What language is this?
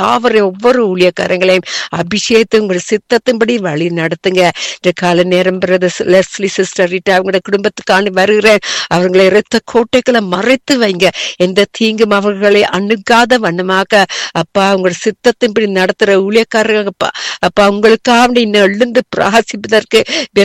Tamil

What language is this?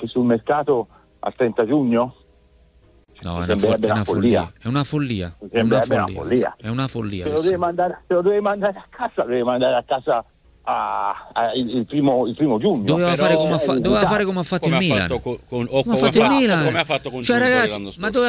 Italian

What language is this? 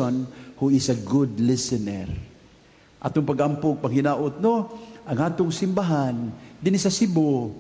Cebuano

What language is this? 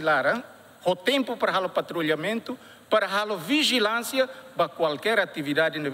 Tetum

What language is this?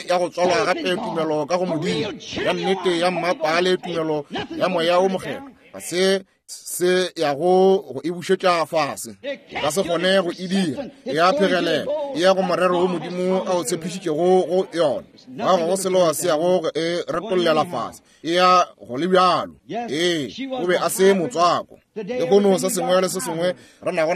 Northern Sotho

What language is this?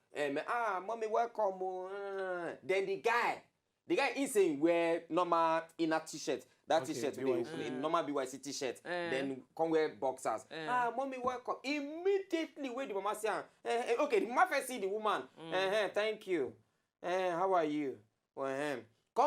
Nigerian Pidgin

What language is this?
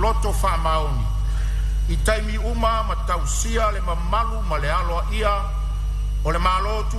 Samoan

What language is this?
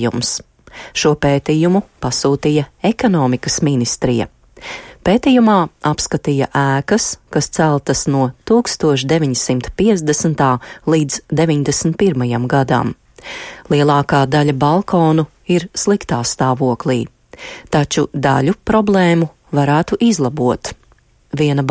Latvian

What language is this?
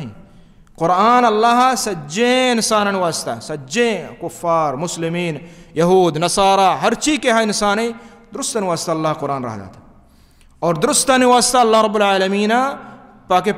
Baluchi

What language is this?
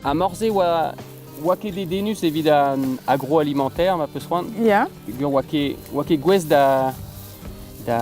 Breton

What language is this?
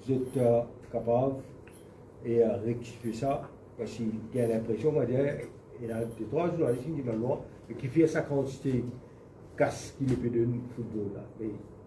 Morisyen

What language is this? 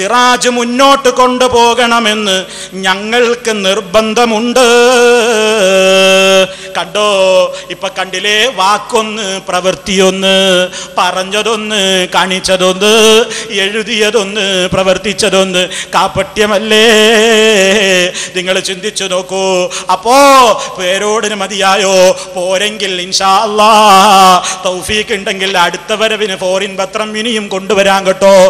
Malayalam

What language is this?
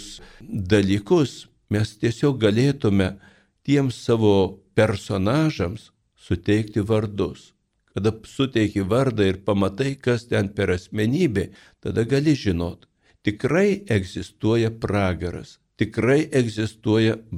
Lithuanian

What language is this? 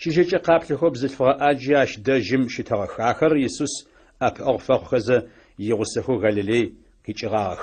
Adyghe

